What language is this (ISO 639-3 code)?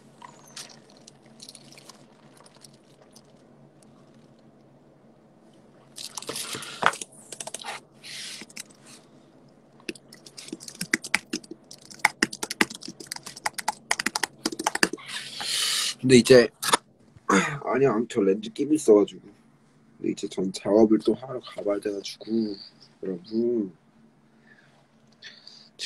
kor